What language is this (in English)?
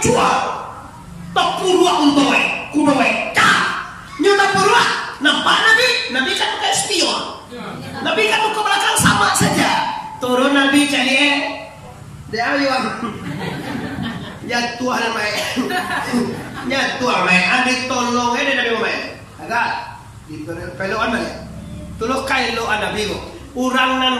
Minangkabau